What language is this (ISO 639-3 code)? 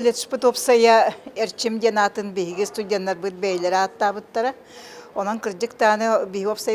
sah